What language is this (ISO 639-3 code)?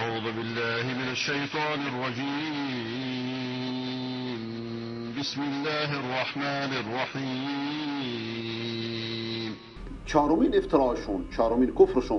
fas